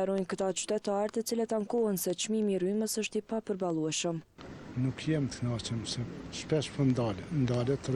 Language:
Albanian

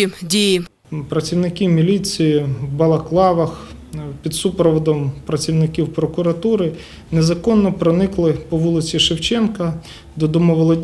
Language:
Ukrainian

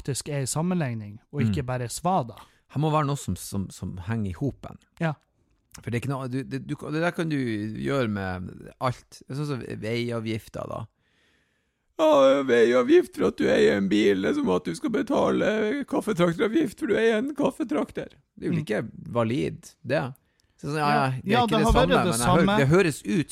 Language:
Norwegian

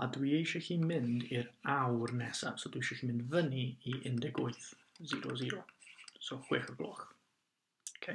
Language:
Welsh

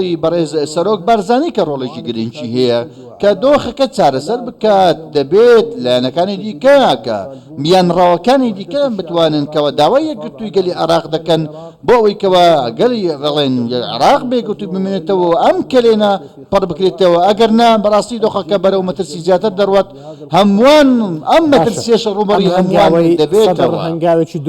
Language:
Central Kurdish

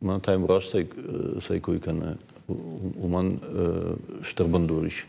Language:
Ossetic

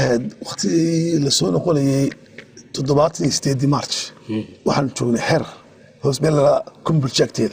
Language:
Somali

